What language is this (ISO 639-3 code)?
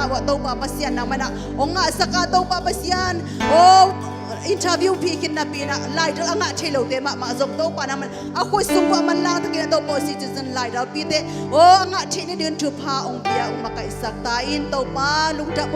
ctd